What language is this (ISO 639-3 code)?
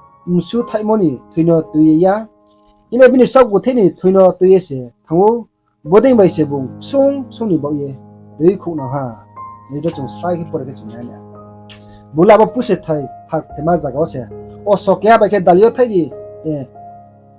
ria